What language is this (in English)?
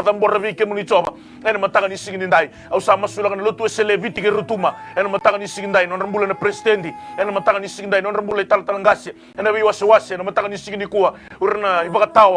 Fijian